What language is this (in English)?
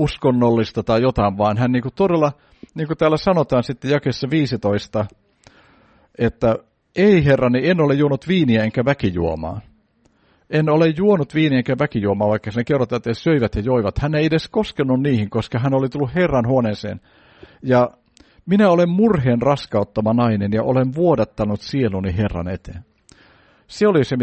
Finnish